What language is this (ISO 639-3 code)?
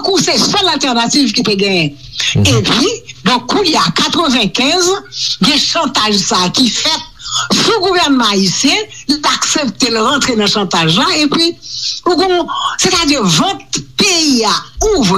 hat